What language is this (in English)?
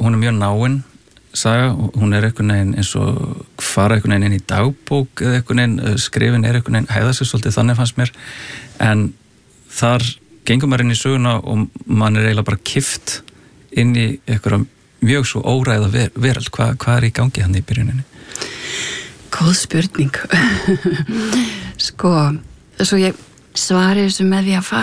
Icelandic